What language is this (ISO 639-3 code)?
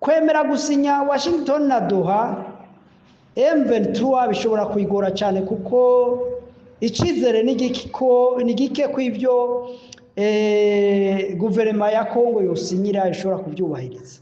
run